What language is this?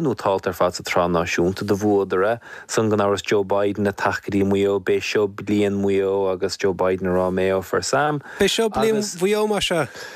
Irish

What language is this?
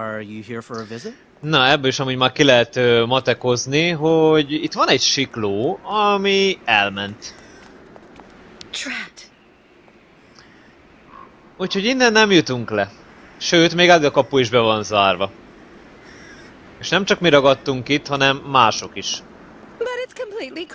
Hungarian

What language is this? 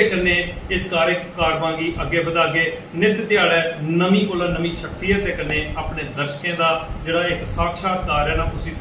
Dogri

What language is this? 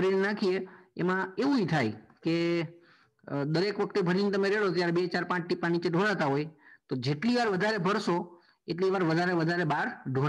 Gujarati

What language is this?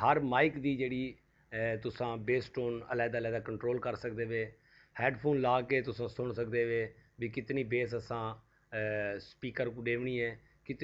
Saraiki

